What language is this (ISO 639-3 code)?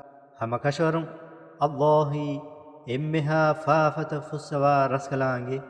div